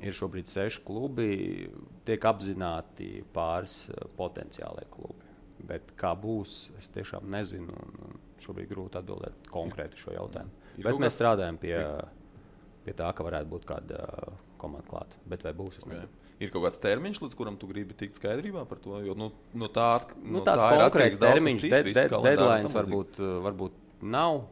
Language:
Latvian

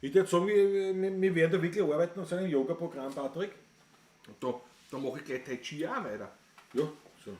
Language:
Bavarian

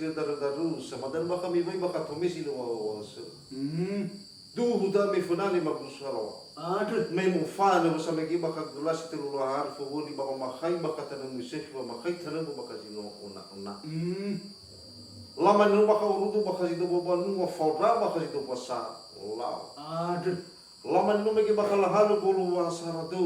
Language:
Nias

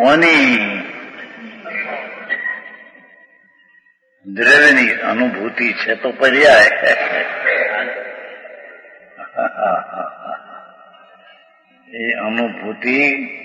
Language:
Gujarati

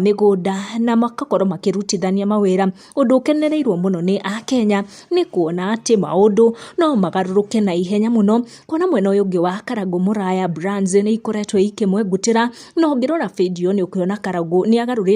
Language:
Kikuyu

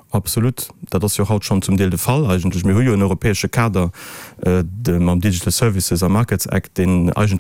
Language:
Luxembourgish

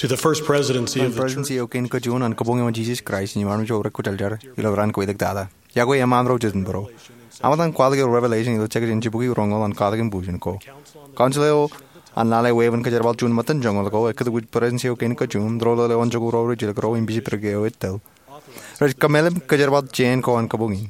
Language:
Marshallese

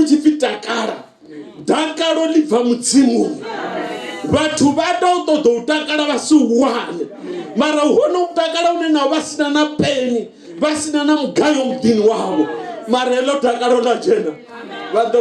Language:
Venda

